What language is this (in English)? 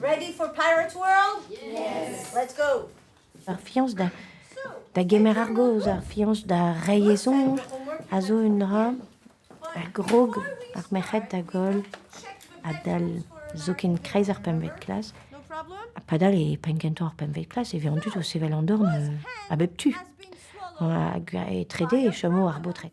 Breton